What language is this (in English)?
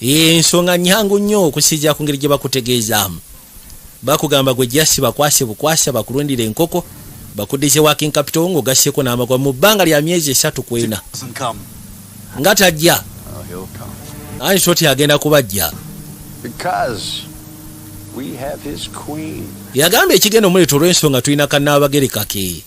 Ganda